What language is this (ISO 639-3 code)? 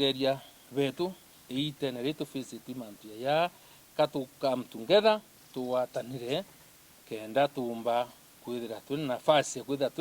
mer